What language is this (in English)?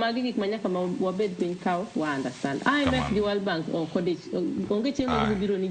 Luo (Kenya and Tanzania)